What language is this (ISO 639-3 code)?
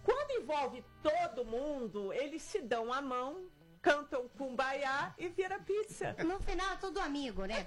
por